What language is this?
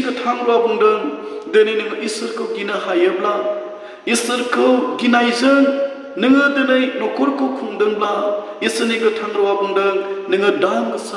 Bodo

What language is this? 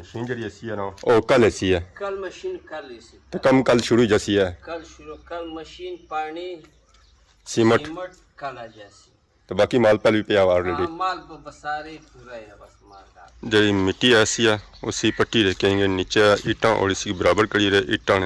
Pahari-Potwari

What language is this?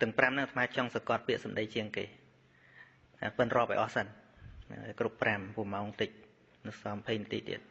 Khmer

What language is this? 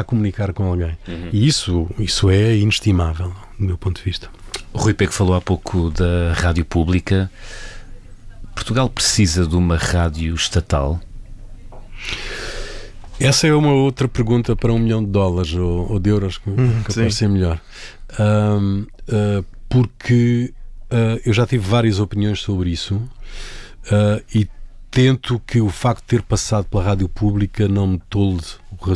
Portuguese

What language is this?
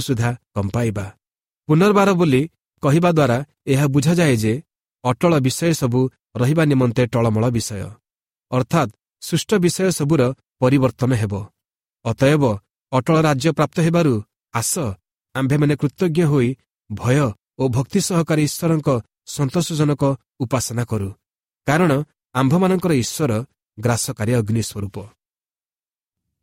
Odia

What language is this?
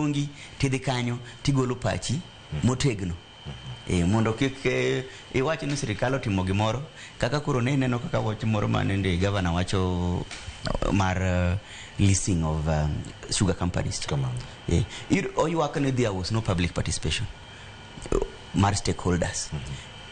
Luo (Kenya and Tanzania)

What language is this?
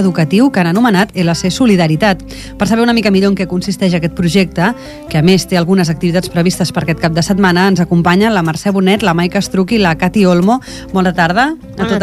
Catalan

